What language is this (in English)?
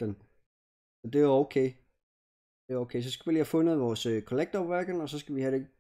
Danish